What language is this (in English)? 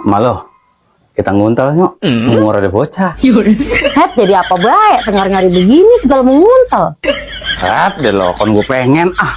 Betawi